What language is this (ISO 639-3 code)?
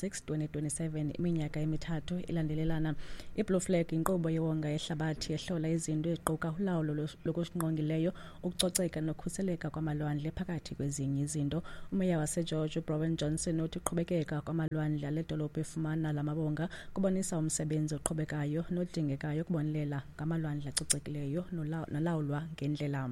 xho